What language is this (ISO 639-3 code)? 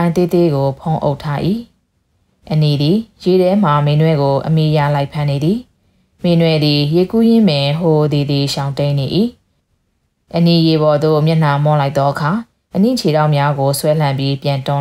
mya